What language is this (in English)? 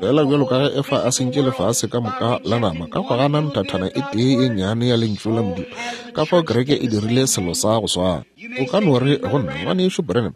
Northern Sotho